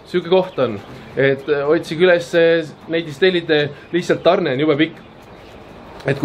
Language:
Estonian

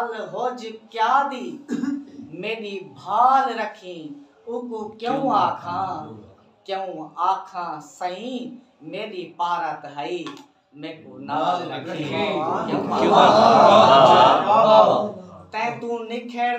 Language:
Saraiki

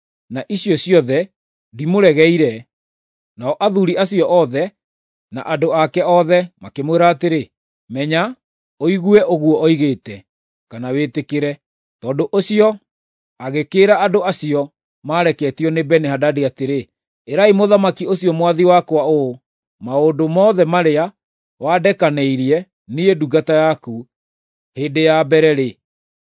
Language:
Kikuyu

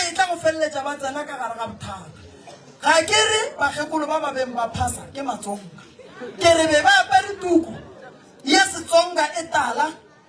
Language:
Northern Sotho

